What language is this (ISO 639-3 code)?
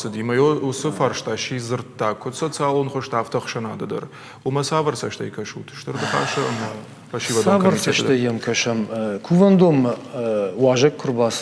oss